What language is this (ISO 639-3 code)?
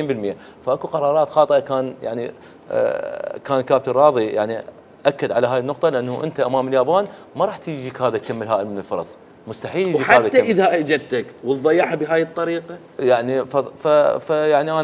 acm